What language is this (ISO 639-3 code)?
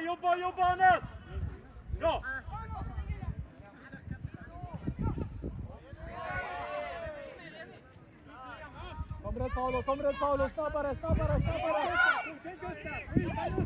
swe